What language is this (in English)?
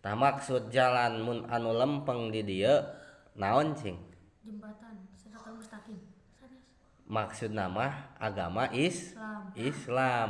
Sundanese